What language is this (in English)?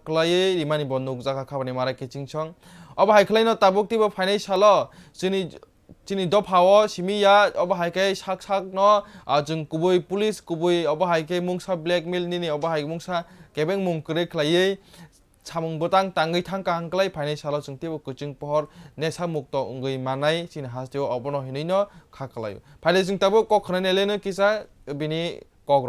Kok Borok